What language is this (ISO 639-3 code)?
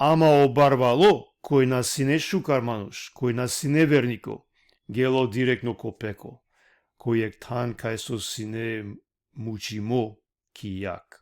rmn